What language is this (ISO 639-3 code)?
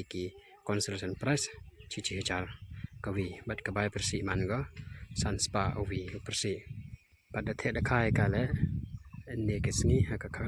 kha